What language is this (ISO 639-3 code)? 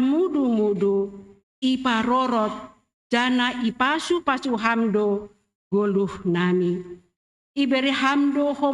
bts